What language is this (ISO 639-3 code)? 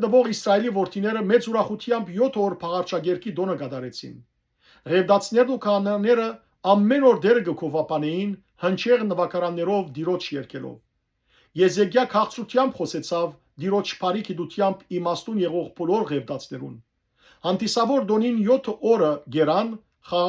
hyw